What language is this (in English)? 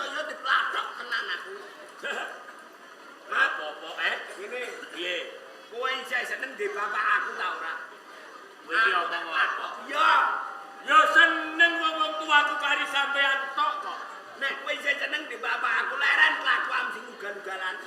Javanese